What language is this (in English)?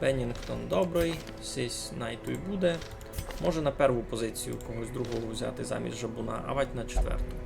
Rusyn